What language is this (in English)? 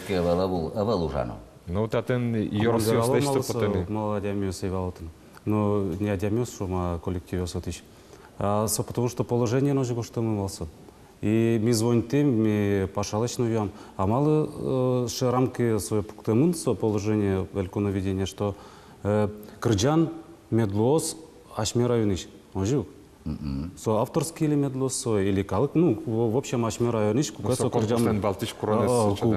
Udmurt